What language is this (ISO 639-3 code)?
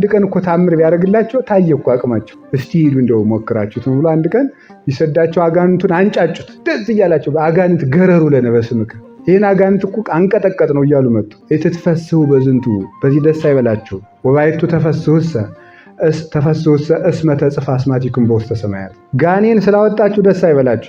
amh